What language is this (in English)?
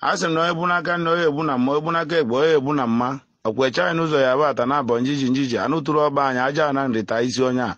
Igbo